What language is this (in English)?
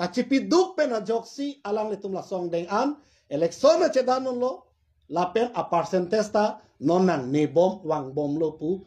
Karbi